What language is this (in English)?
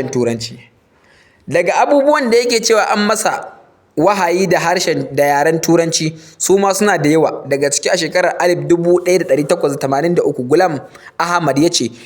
Hausa